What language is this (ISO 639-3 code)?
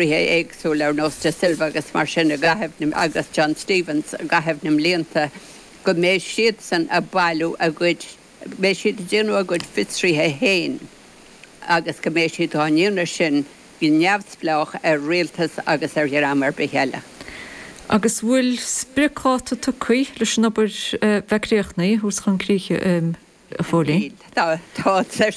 gle